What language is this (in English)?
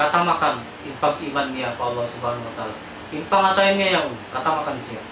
Tausug